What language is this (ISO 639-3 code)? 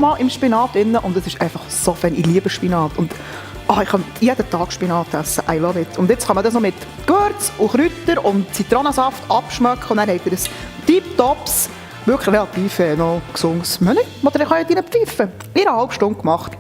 gsw